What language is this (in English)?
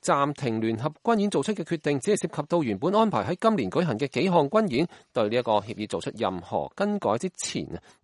Cantonese